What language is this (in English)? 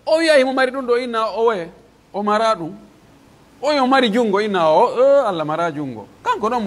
Pular